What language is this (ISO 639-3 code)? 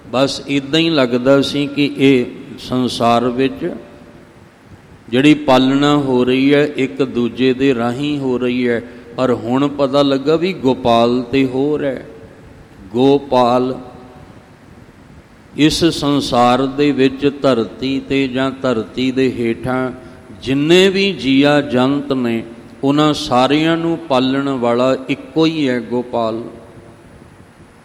pan